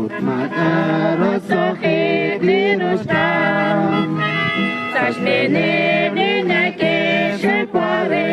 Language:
Kekchí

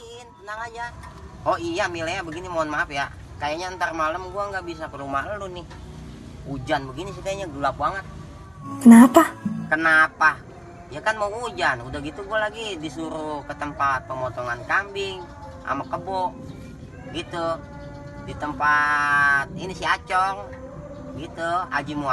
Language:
Betawi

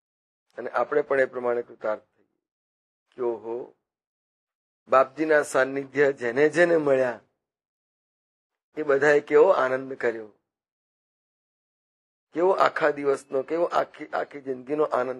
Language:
Gujarati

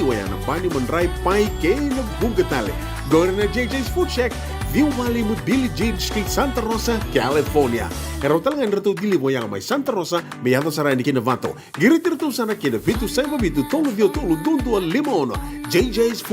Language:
Fijian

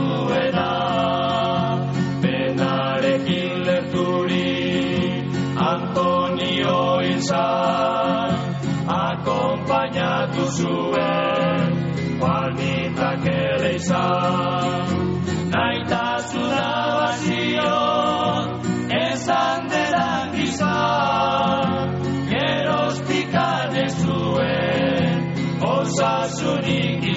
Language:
Basque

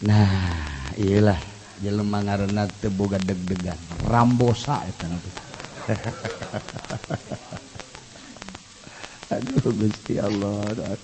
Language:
Sundanese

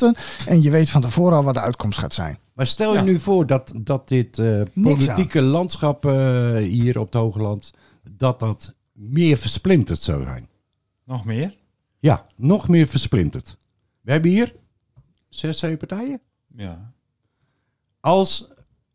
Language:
Dutch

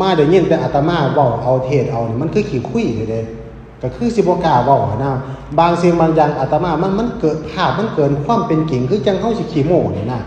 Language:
Northeastern Thai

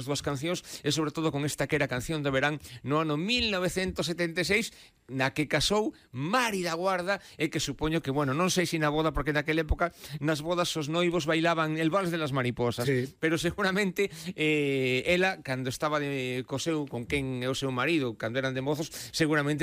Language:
Galician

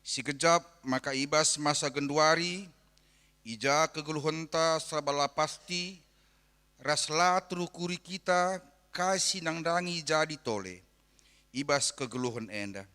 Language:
Batak Karo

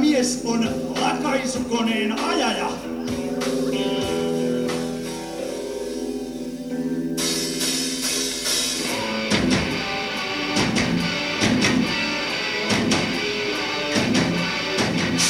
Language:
Finnish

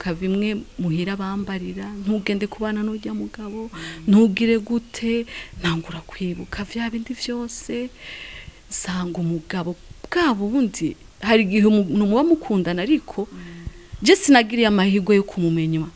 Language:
Rundi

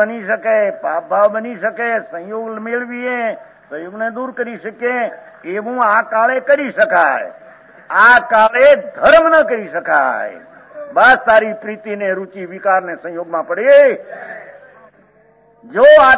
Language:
Gujarati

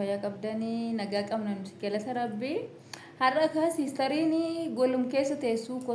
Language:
Oromo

